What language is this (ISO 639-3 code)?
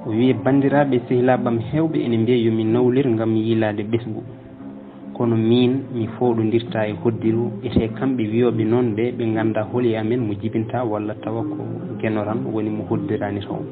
ful